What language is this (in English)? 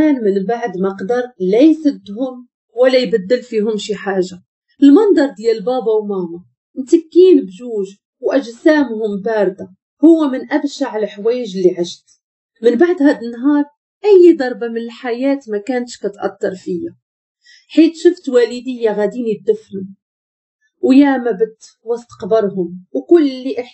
Moroccan Arabic